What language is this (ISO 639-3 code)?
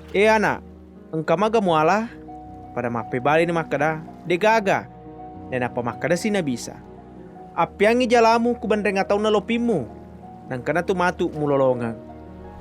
bug